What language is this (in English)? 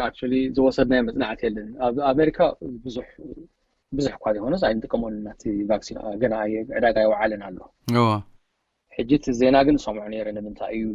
Tigrinya